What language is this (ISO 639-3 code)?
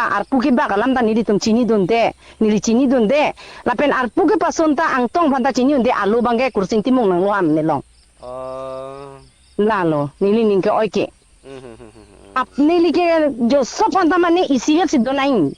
mjw